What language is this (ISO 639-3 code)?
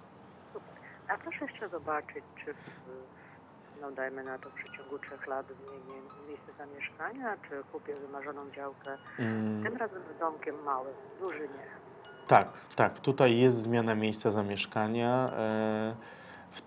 pol